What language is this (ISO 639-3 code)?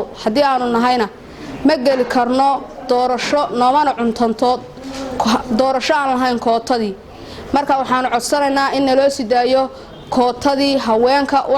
som